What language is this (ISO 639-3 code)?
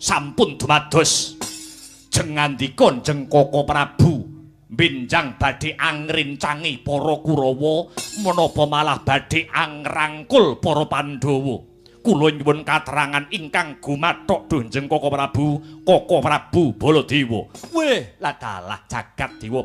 jav